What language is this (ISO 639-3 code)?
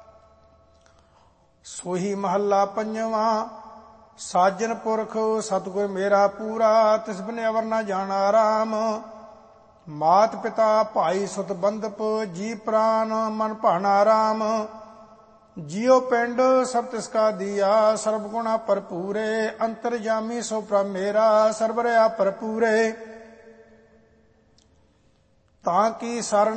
pan